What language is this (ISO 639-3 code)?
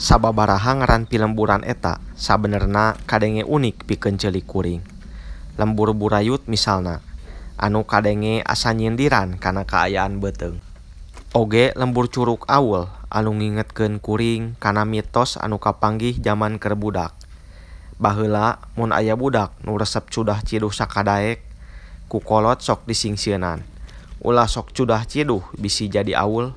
sun